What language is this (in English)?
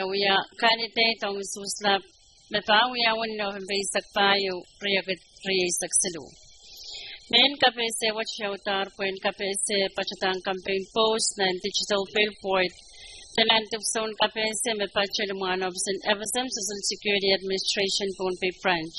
Pohnpeian